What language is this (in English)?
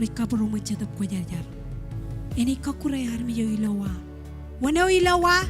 Marshallese